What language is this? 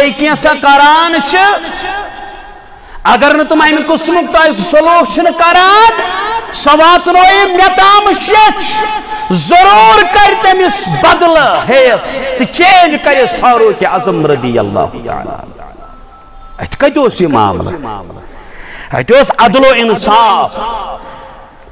Kashmiri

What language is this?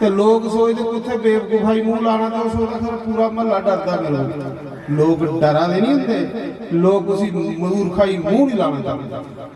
Dogri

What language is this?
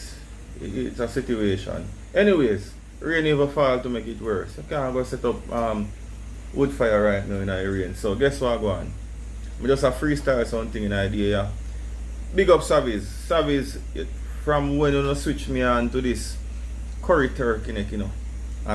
Jamaican Creole English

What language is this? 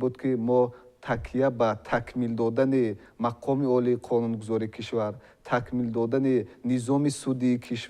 Tajik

